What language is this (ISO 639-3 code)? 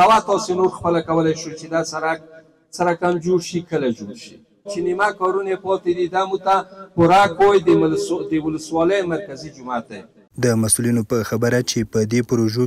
pus